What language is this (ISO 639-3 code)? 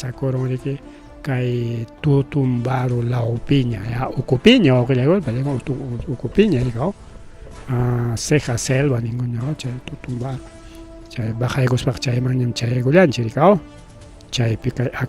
quy